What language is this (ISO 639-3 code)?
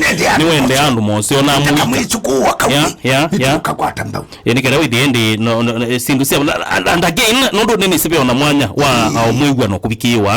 kam